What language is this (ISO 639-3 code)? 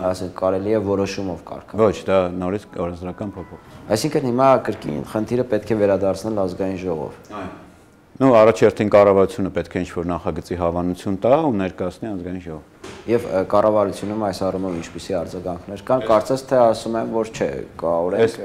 hye